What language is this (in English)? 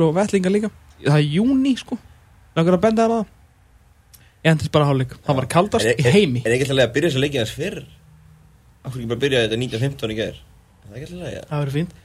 Icelandic